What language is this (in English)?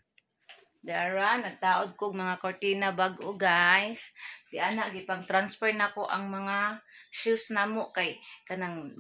Cebuano